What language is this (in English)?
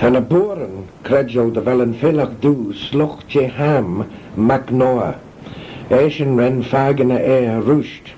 Manx